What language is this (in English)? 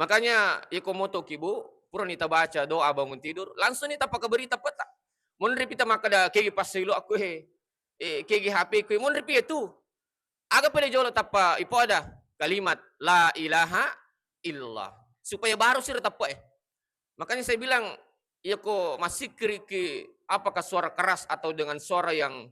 Buginese